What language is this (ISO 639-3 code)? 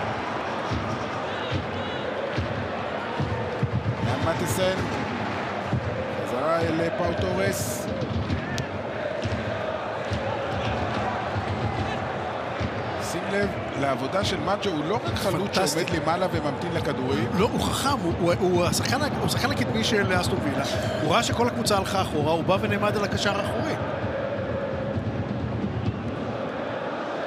heb